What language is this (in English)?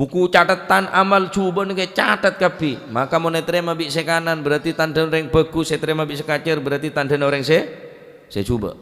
Madurese